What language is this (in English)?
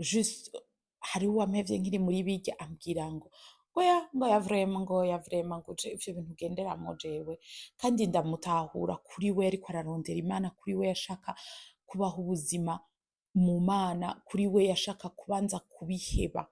Rundi